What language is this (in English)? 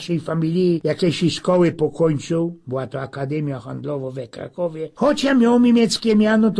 Silesian